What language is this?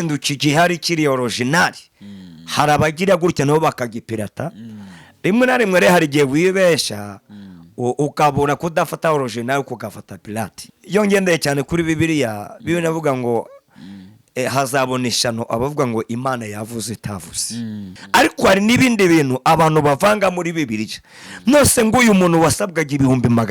Kinyarwanda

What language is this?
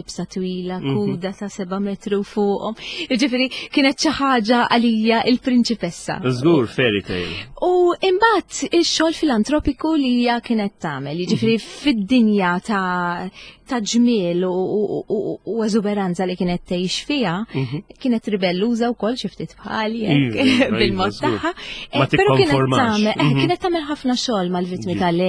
Maltese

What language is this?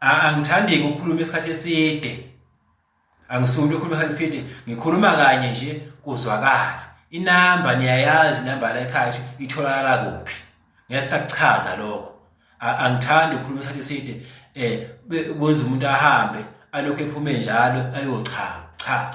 Zulu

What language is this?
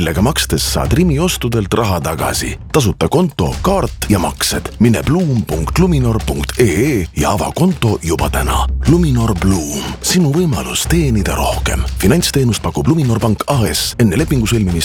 Estonian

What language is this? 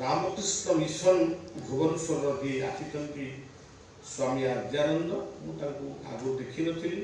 Odia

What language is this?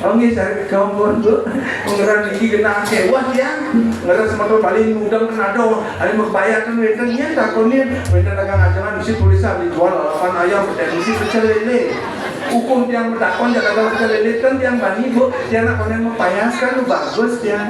Balinese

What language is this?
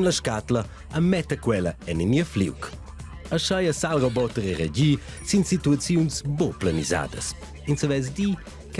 Romansh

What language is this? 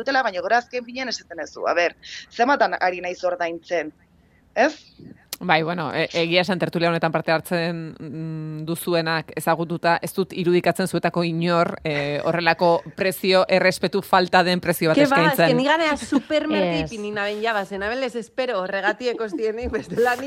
Basque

